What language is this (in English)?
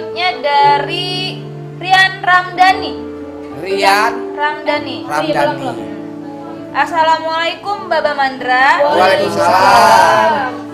Betawi